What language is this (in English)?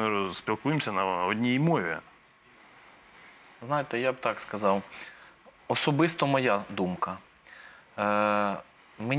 Ukrainian